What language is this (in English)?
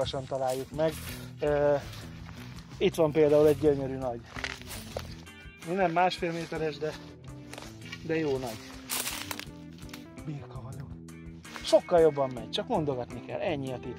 Hungarian